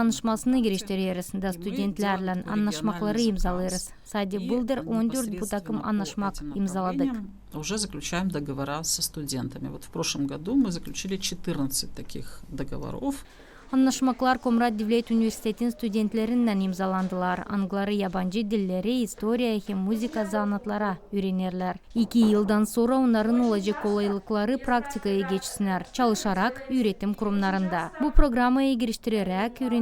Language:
Gagauz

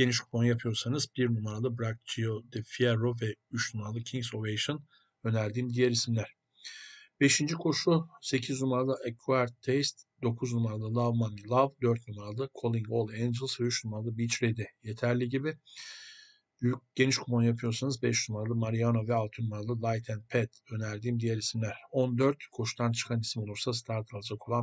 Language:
Turkish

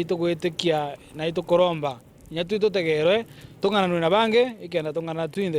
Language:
Meru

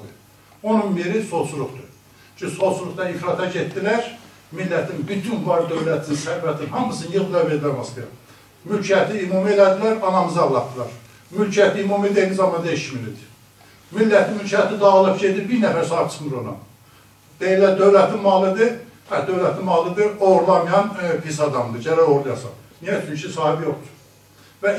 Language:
South Azerbaijani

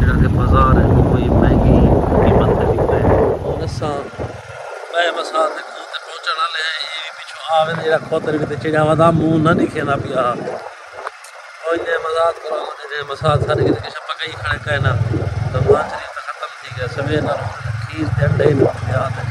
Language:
Saraiki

